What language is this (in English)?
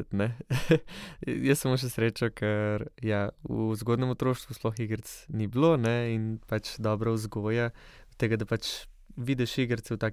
Slovenian